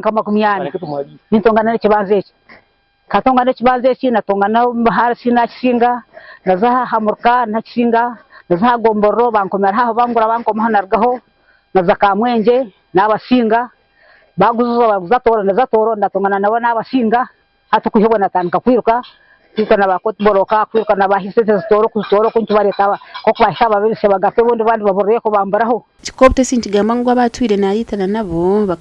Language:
Nyankole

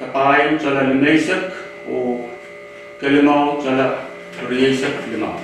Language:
Pohnpeian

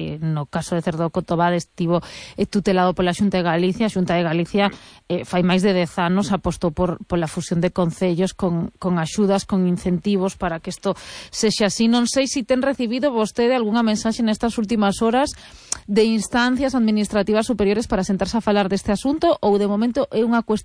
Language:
Galician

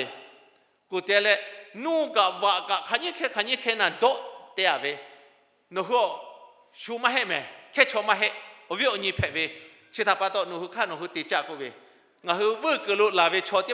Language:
Lahu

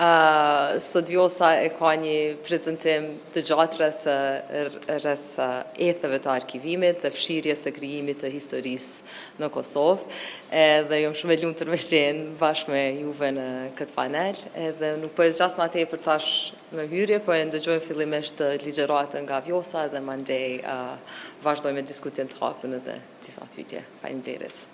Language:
Albanian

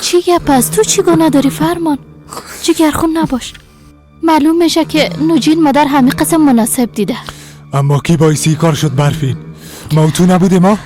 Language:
Persian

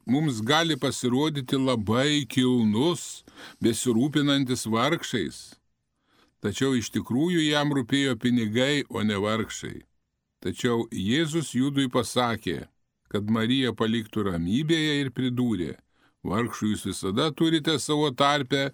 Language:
Lithuanian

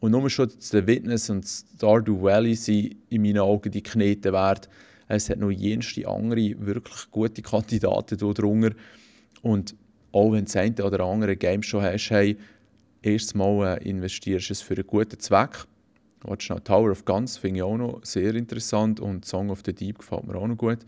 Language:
Swiss German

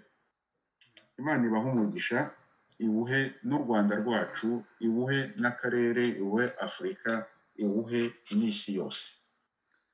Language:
Kinyarwanda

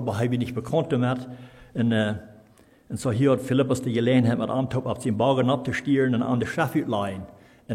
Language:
Plautdietsch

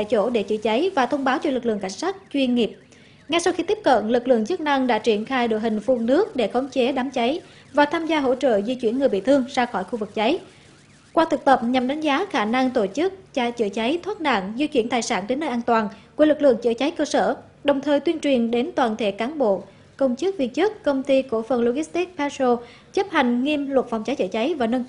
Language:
Vietnamese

